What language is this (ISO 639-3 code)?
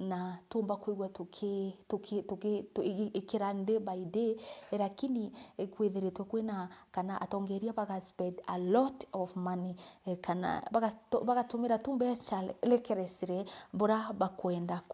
mer